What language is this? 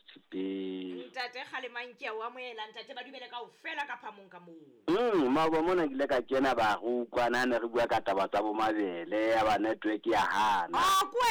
Southern Sotho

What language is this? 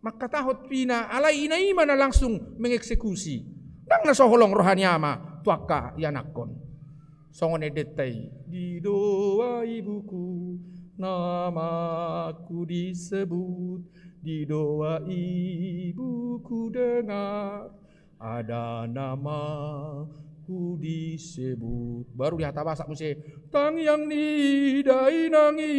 Batak Toba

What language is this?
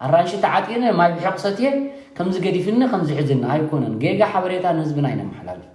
Tigrinya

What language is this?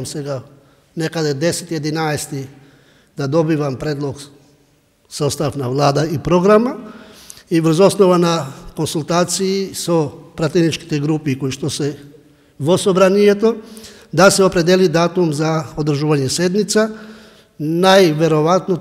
Macedonian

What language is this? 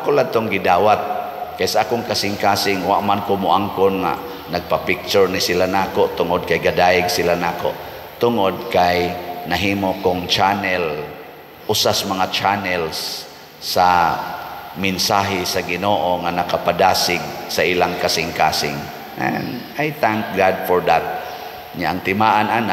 Cebuano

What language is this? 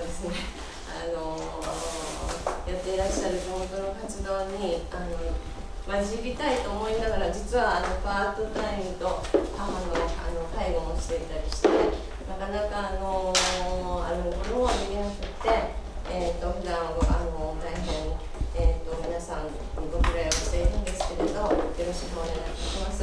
Japanese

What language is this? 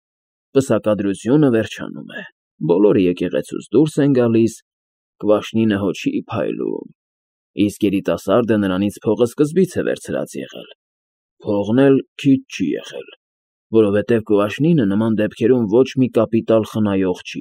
Armenian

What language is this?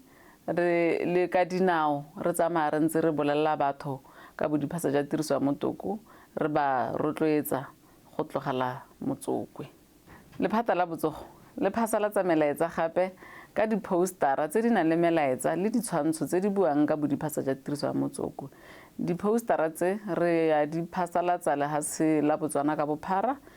Tswana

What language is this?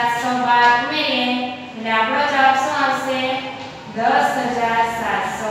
Gujarati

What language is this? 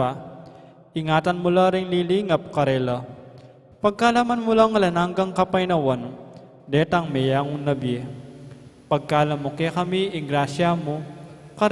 Pampanga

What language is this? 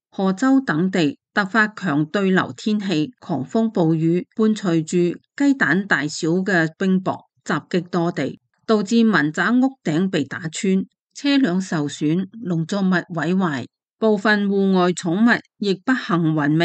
Cantonese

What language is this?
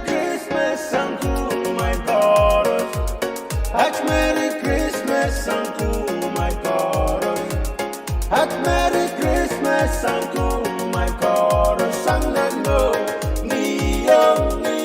Pohnpeian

